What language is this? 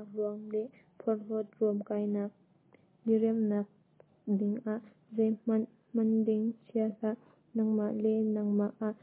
Hakha Chin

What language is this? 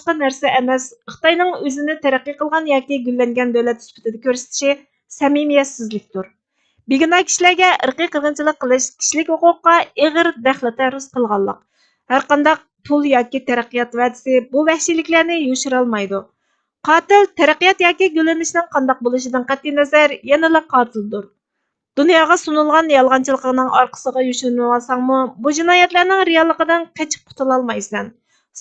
Uyghur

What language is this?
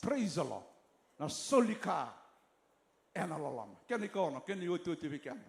Fijian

